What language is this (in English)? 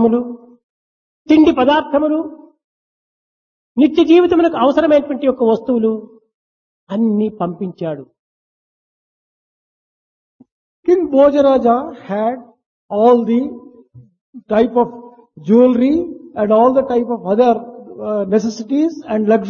Telugu